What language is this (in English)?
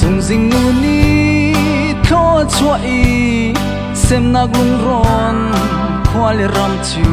Hakha Chin